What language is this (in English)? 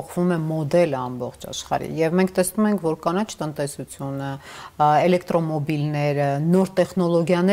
Armenian